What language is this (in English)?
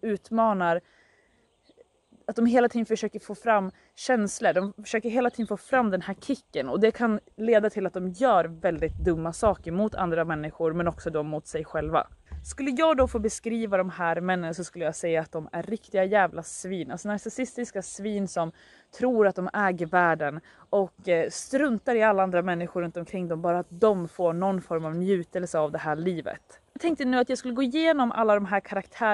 Swedish